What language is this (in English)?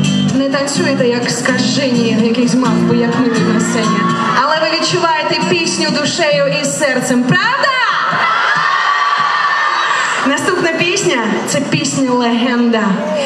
Ukrainian